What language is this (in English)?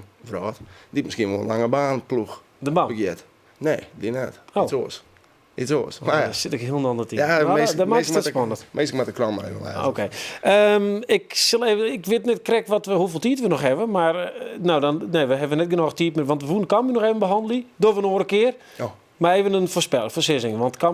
Western Frisian